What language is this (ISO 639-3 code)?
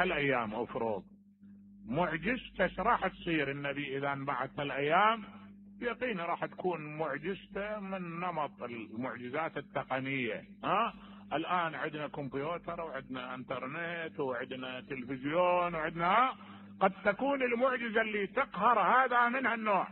acm